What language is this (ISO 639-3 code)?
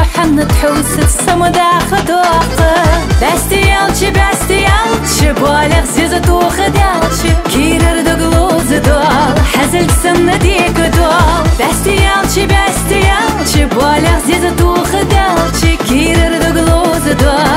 che